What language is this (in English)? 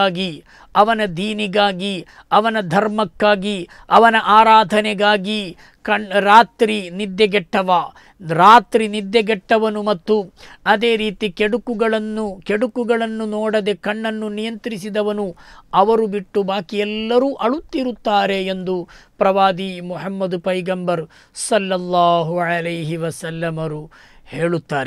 Kannada